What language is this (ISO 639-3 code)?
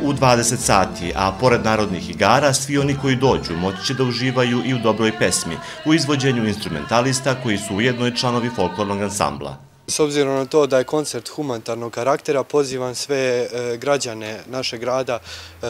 srp